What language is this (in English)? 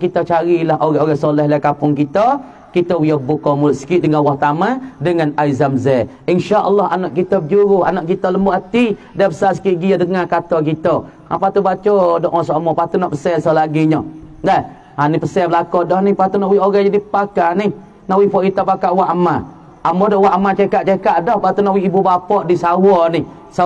Malay